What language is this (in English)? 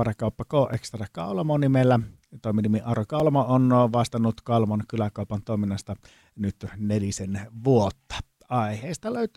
Finnish